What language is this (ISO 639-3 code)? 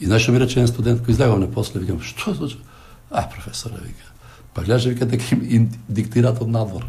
mkd